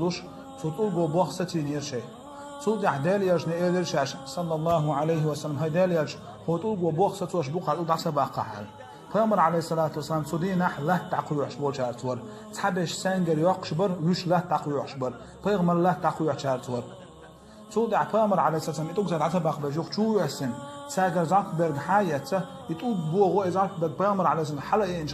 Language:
Chechen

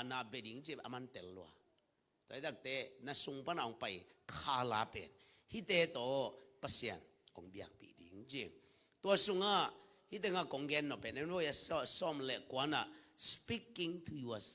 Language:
Tedim Chin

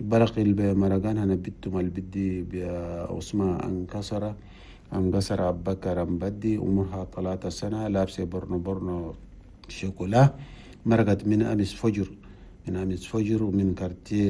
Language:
Chadian Arabic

